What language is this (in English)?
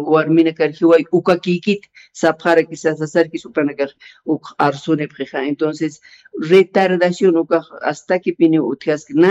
Aymara